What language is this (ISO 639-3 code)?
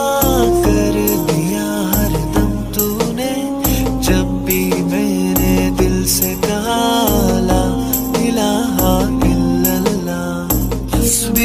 urd